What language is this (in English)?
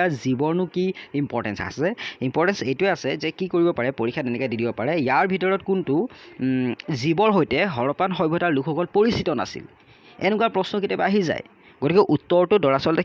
Assamese